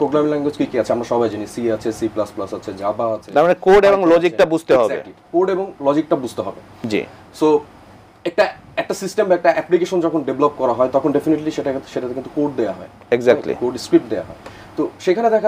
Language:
Bangla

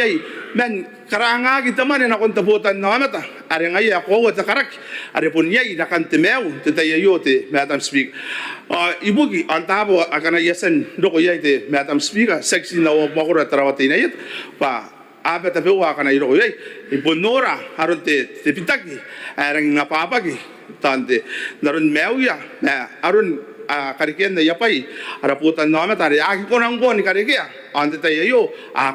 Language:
Gilbertese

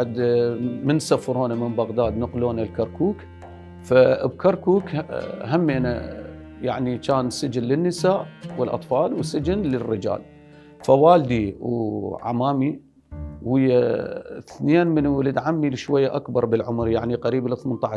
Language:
Mesopotamian Arabic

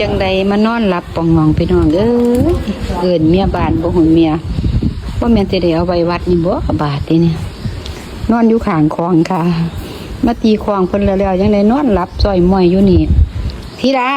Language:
Lao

